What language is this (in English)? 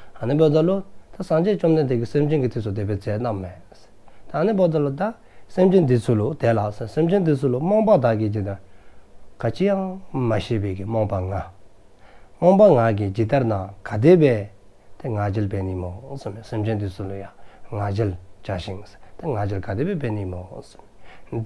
Dzongkha